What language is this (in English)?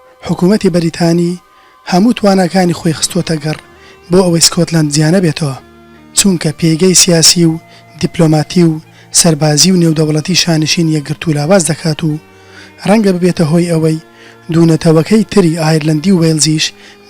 Central Kurdish